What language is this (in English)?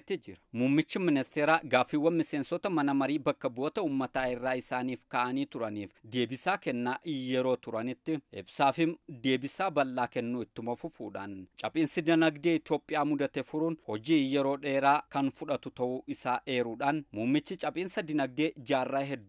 Oromo